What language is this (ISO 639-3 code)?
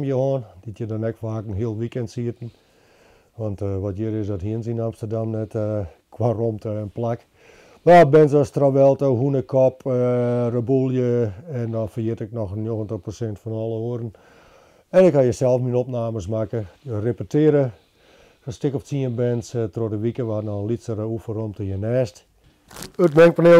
fry